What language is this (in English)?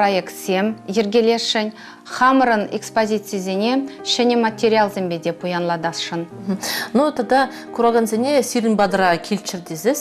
Chuvash